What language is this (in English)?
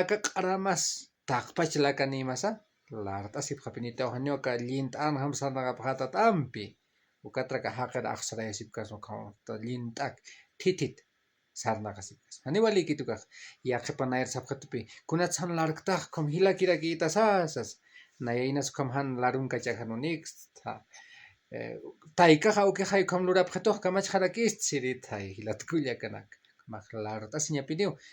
Aymara